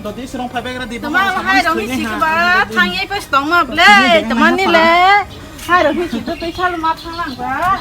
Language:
Kok Borok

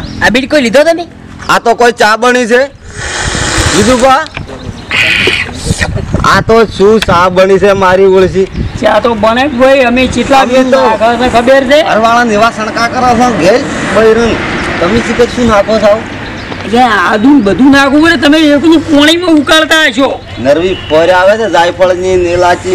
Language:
Gujarati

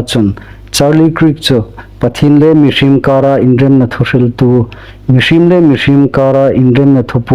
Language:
Hmar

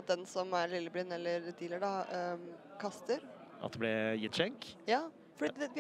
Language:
Norwegian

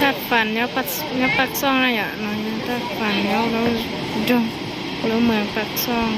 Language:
Hmong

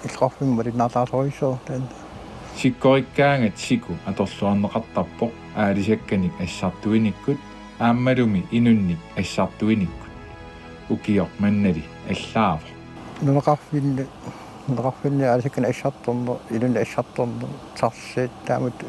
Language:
Kalaallisut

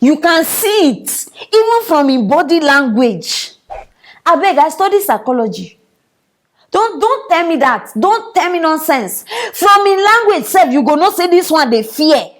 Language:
Nigerian Pidgin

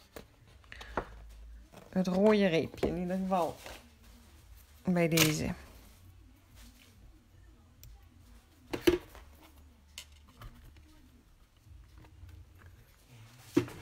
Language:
Dutch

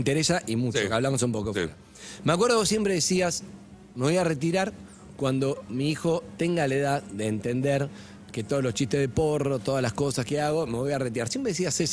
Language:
Spanish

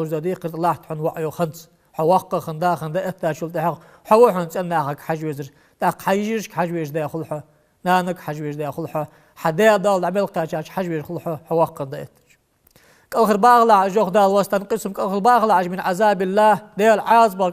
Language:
Ingush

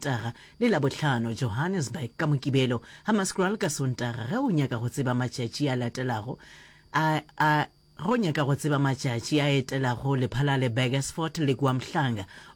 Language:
Northern Sotho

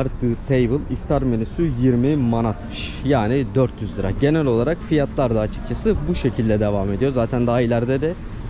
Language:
Turkish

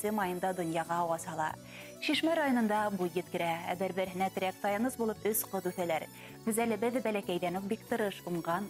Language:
Bashkir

